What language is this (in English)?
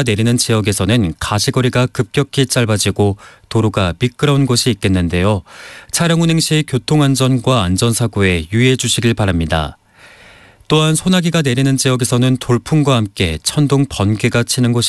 Korean